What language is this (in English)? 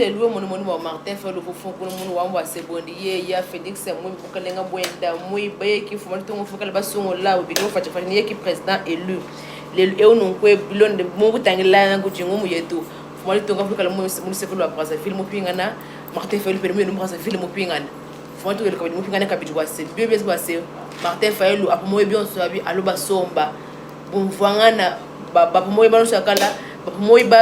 Luba-Lulua